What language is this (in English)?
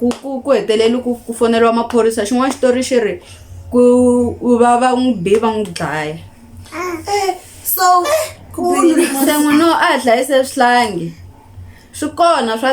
Tsonga